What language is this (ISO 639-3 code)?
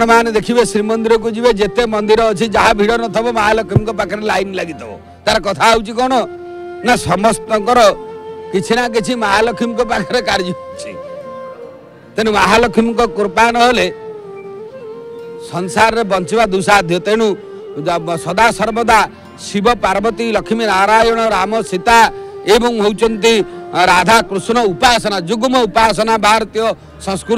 ori